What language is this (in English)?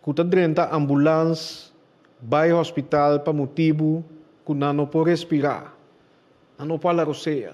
Papiamento